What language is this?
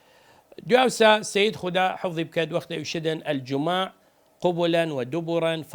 Southern Kurdish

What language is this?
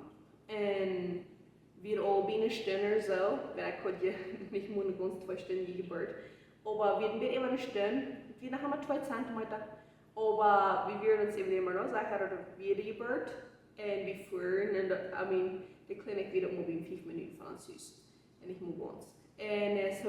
Plautdietsch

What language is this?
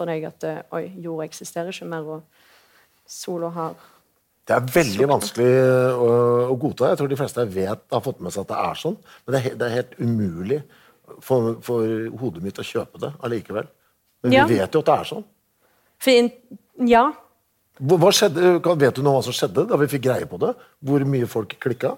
Norwegian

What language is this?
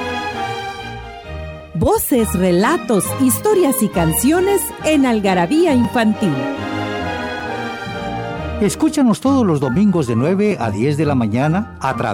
Spanish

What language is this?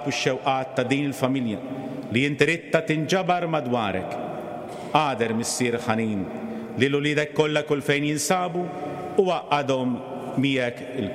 Maltese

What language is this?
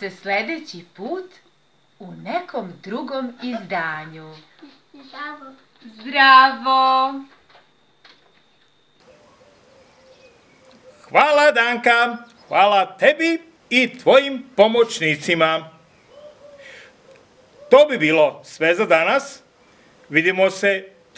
Serbian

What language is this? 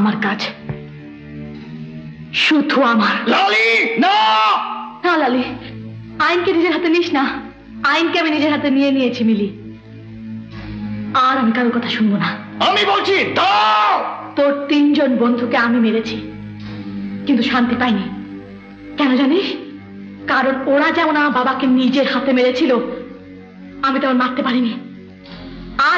Bangla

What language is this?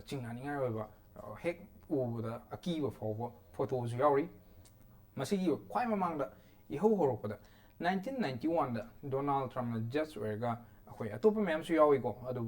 Manipuri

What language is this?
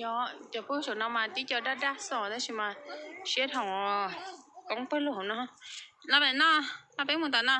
Hmong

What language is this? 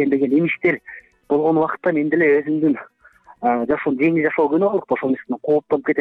Kyrgyz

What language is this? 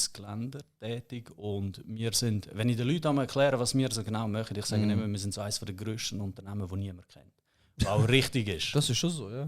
Swiss German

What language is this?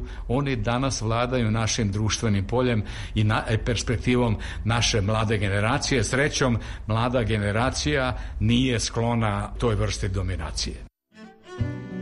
Serbian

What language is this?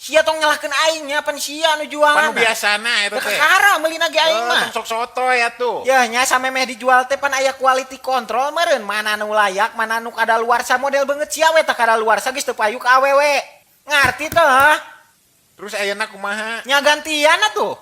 Sundanese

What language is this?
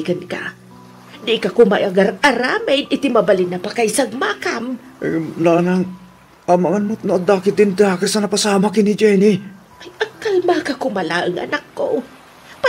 Iloko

